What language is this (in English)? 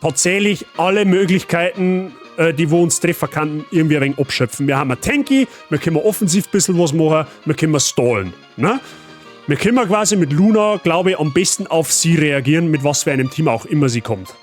Bavarian